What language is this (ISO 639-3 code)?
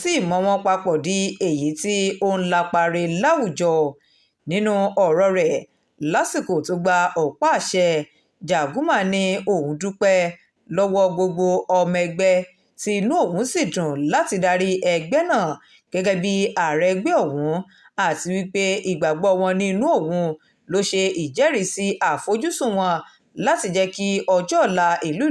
yor